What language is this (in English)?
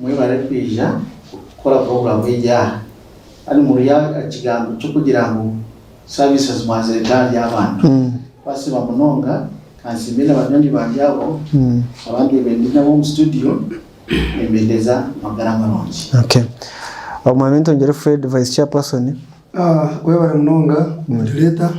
Nyankole